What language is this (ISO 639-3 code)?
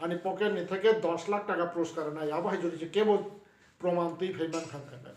trp